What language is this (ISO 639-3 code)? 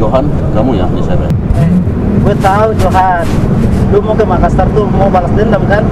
mfp